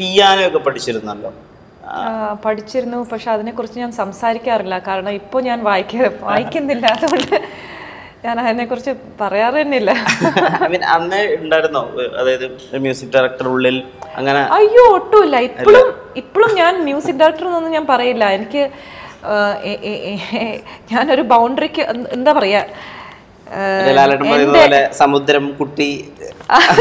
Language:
Malayalam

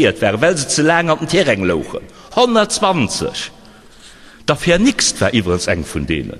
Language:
Luxembourgish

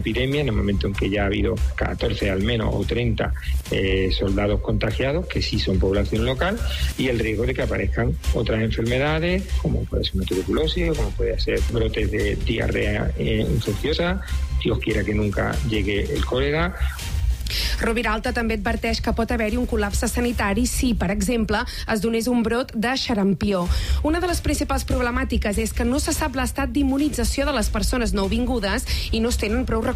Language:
Catalan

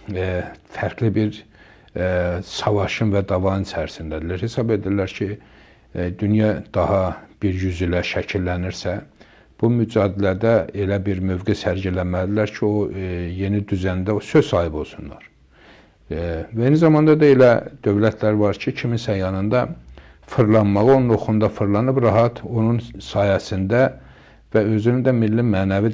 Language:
Azerbaijani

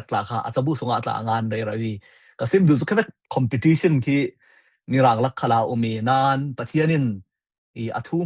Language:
Falam Chin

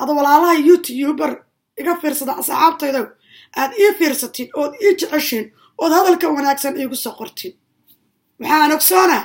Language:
Somali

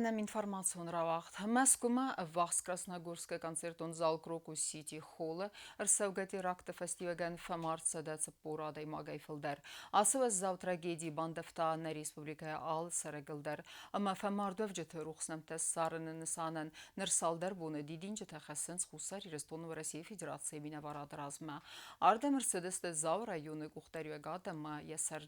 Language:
Ossetic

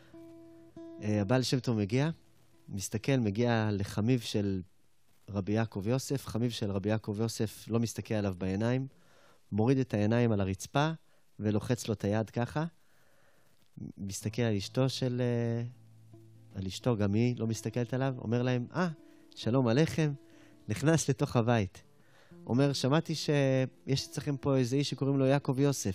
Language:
Hebrew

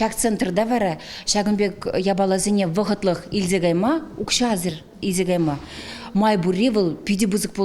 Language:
Chuvash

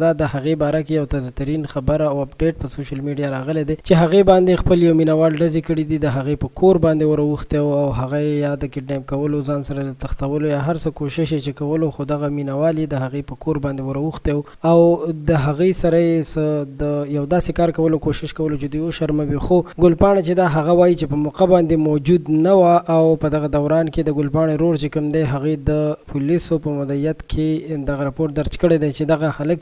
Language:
Pashto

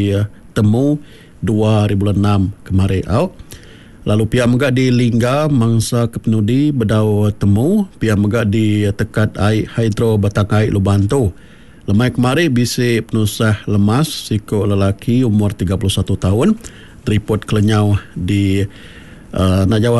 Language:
Iban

